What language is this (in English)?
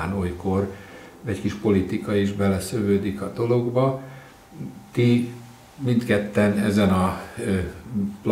Hungarian